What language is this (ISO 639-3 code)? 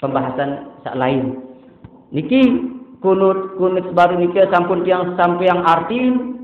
sas